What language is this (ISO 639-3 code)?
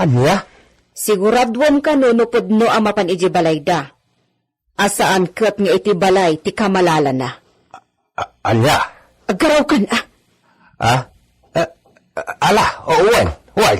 ilo